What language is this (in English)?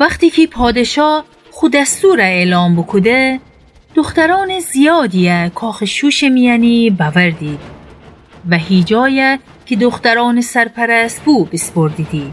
Gilaki